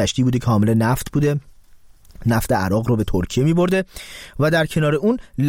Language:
Persian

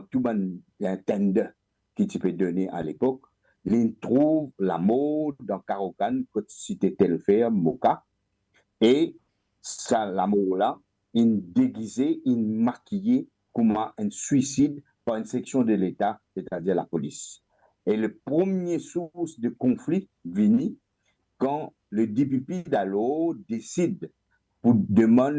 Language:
Morisyen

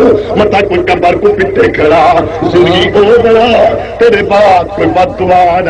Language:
Saraiki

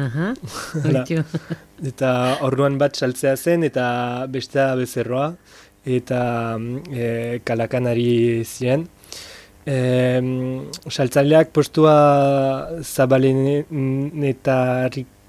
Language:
Basque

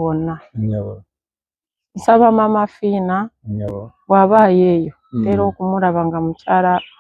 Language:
Ganda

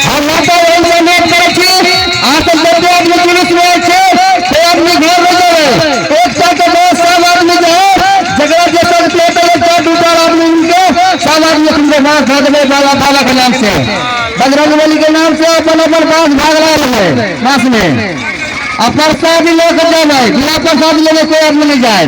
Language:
Maithili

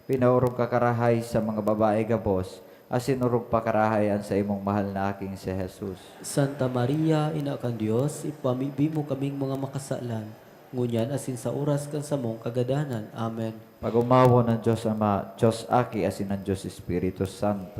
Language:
Bikol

